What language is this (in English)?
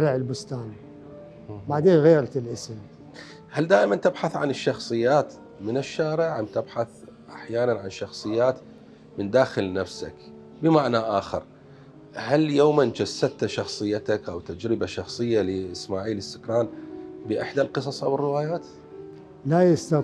Mesopotamian Arabic